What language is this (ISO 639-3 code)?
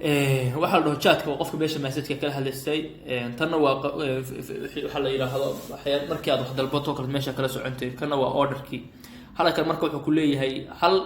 som